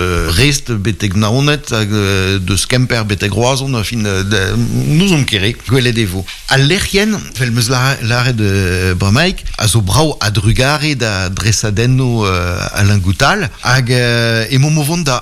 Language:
Breton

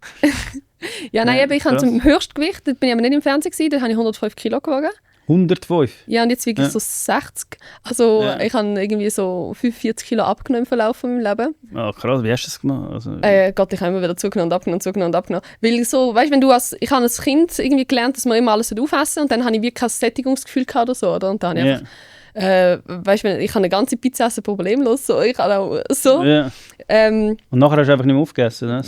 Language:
Swiss German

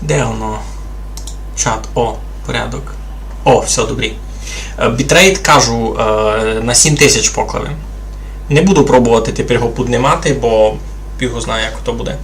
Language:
Rusyn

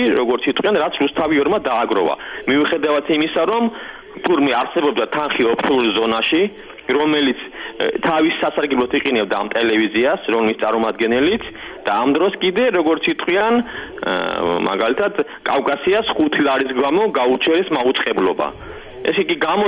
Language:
Georgian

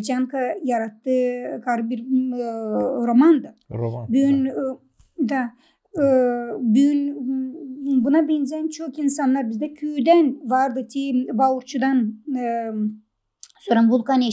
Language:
Gagauz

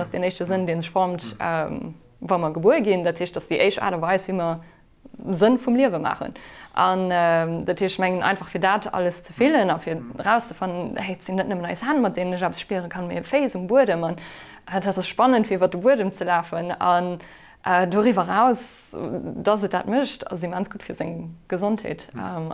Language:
Luxembourgish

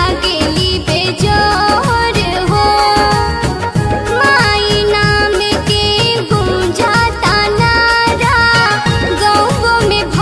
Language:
Bhojpuri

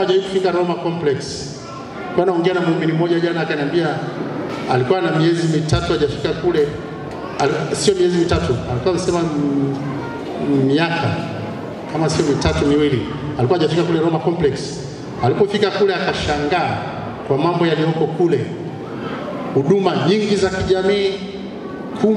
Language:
Swahili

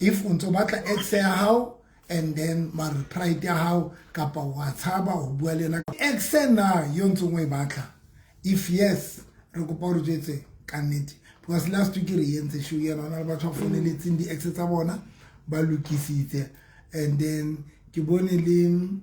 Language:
Southern Sotho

